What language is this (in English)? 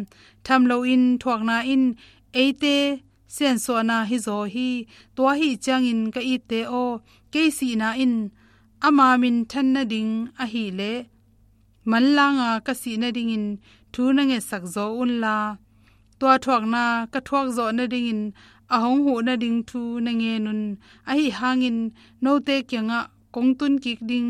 Tedim Chin